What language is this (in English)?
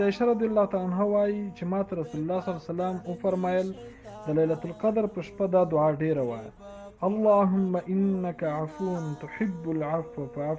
Pashto